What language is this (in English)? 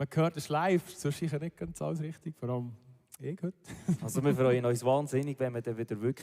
Swiss German